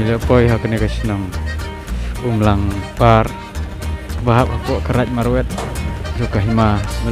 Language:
Khasi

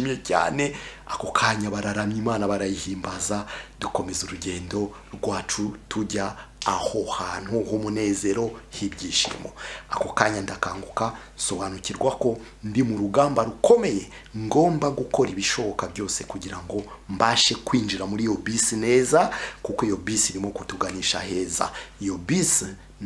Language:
Kinyarwanda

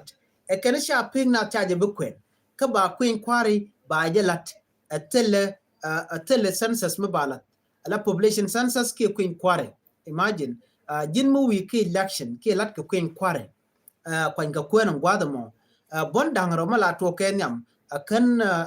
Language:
Nuer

